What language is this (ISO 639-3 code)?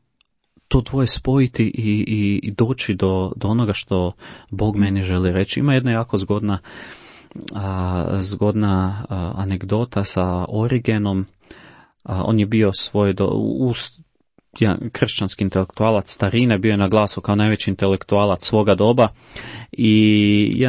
hrv